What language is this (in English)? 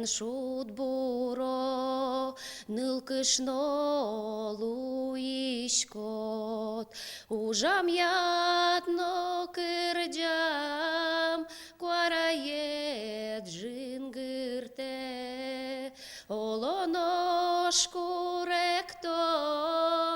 Udmurt